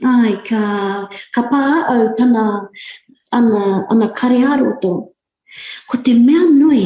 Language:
Māori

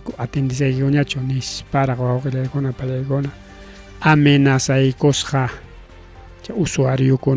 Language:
Ayacucho Quechua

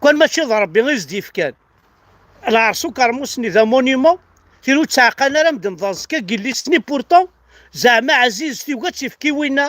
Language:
Kabyle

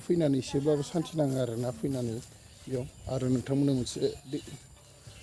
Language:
Bodo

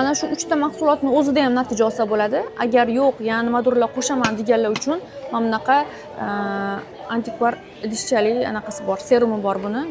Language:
Uzbek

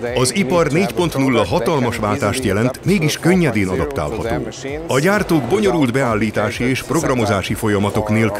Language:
Hungarian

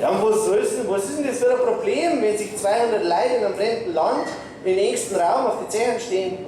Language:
Bavarian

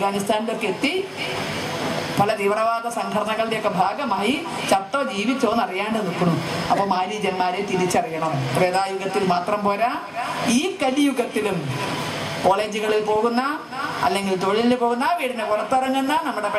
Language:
Malayalam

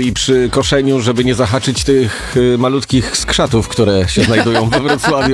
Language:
Polish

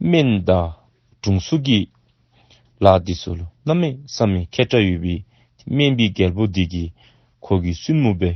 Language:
Dzongkha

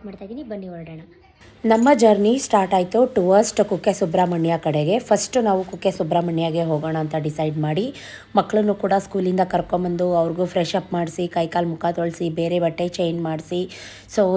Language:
Kannada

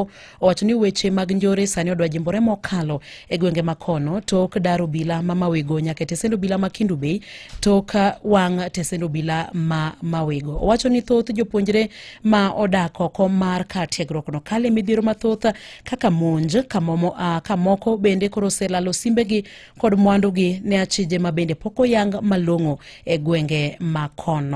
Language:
Luo (Kenya and Tanzania)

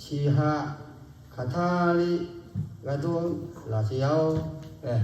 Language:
Lahu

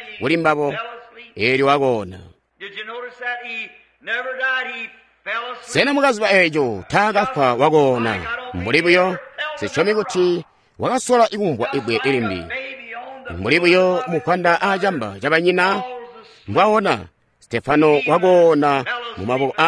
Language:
Tonga (Zambia)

